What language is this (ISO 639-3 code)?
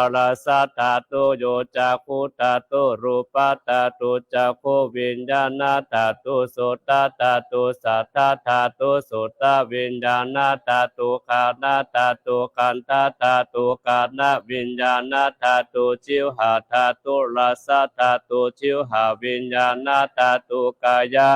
pli